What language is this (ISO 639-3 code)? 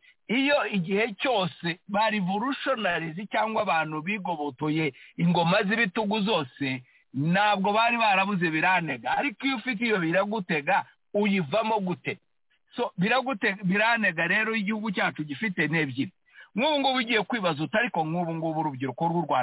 kin